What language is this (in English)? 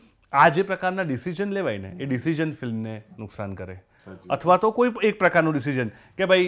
Gujarati